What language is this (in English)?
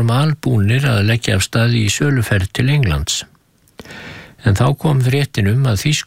Icelandic